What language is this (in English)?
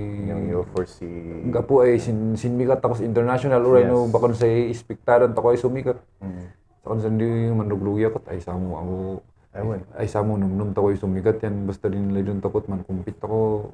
Kankanaey